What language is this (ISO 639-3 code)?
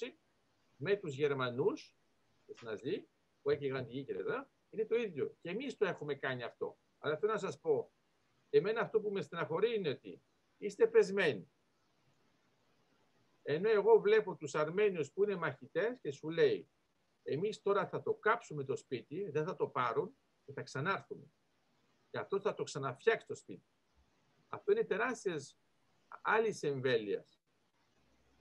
ell